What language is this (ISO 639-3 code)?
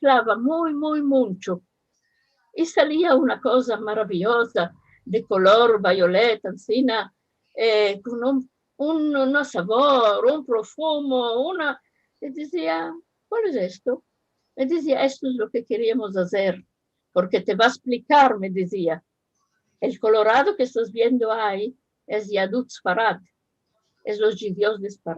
lad